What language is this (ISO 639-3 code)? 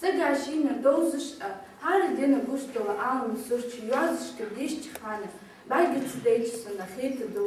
inh